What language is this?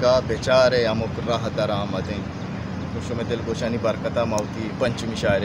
Eastern Balochi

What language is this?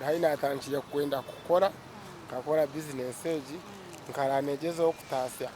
Nyankole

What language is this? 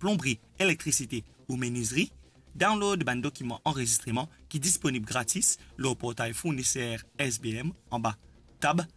Morisyen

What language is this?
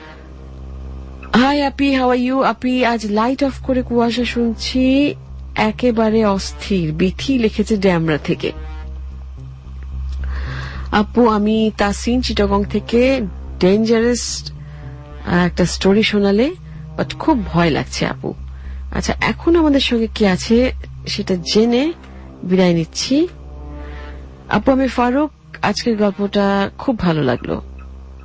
Bangla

